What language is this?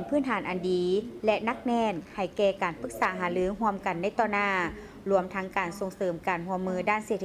Lao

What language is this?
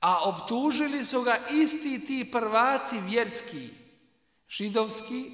Bosnian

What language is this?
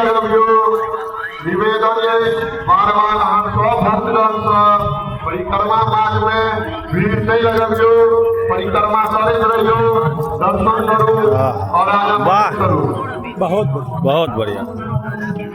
Maithili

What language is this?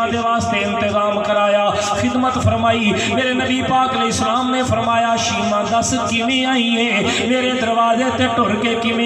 Saraiki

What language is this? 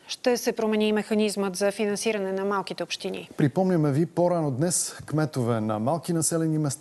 Bulgarian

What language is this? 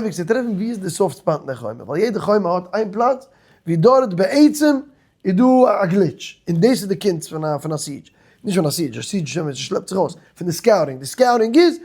Yiddish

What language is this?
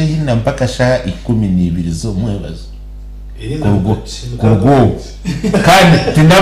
Nyankole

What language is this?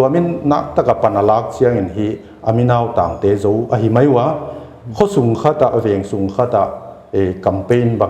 Paite Chin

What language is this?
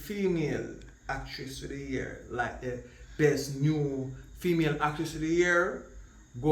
Jamaican Creole English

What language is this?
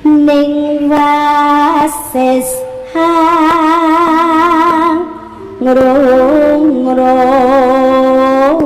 Javanese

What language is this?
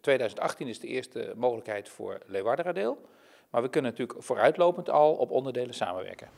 Western Frisian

